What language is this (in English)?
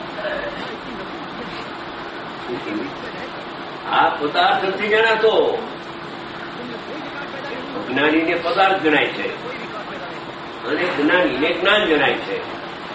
Gujarati